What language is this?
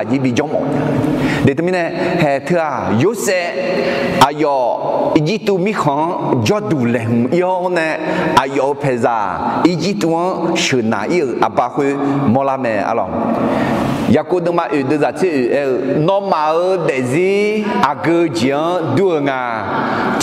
Akha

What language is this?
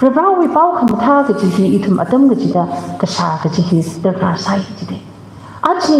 Tangkhul Naga (India)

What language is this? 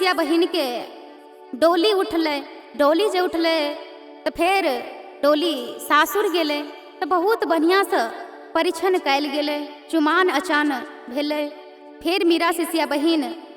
Maithili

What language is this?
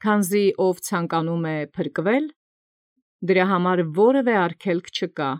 Armenian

